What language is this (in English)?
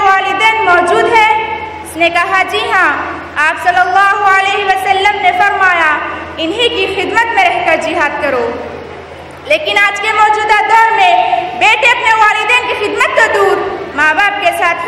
Urdu